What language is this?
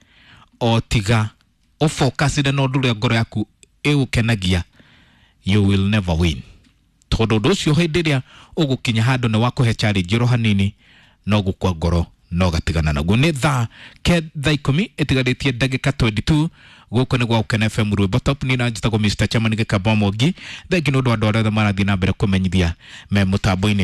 Kikuyu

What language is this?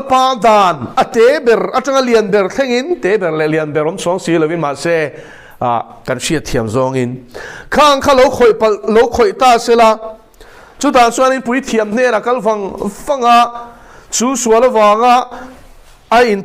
Mizo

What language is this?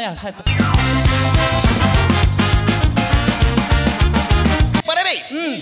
Kazakh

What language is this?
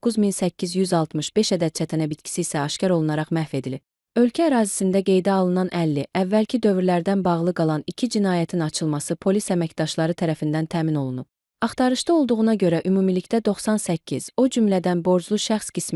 Azerbaijani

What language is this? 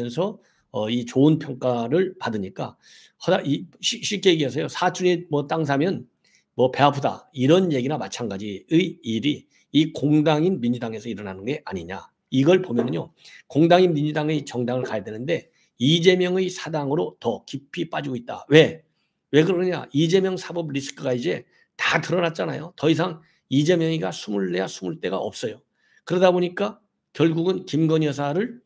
Korean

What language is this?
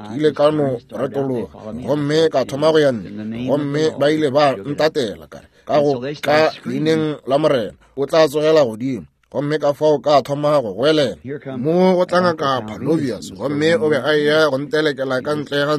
Northern Sotho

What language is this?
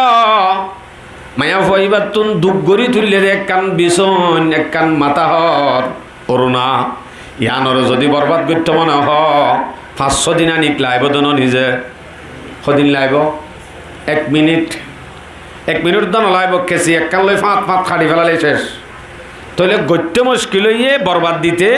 Rohingya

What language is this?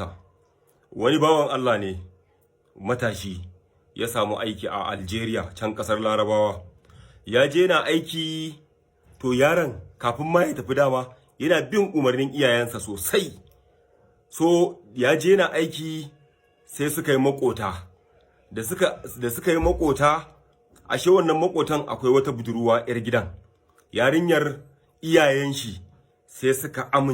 Hausa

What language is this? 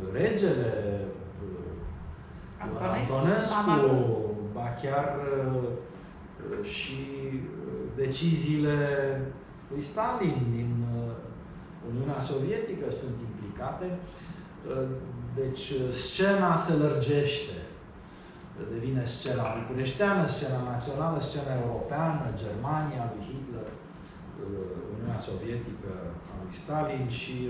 Romanian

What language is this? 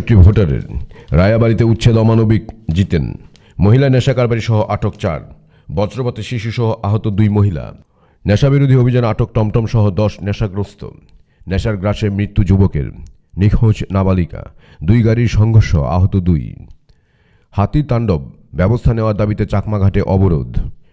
Bangla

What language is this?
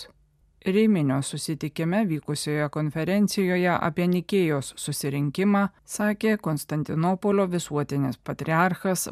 Lithuanian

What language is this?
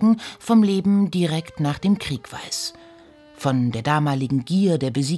German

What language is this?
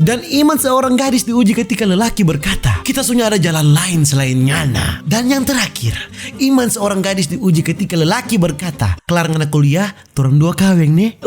Manado Malay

